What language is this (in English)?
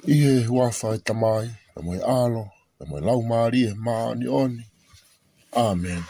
Tongan